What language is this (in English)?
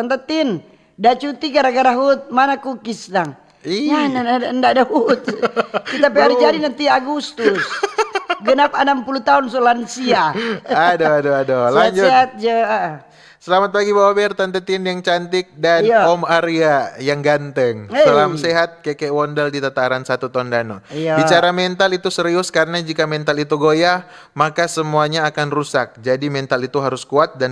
Manado Malay